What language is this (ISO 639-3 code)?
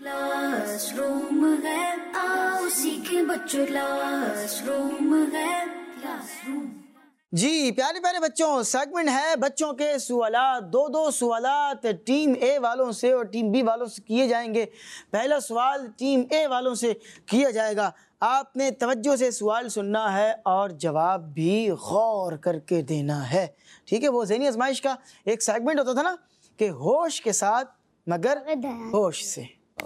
urd